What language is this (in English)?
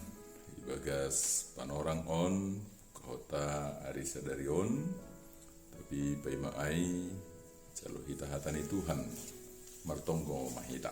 Batak Simalungun